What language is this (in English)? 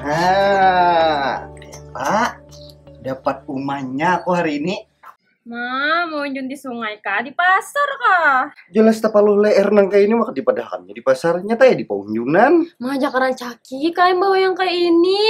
Banjar